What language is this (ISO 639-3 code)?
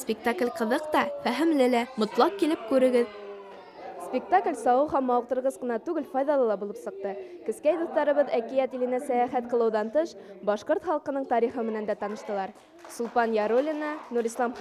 bak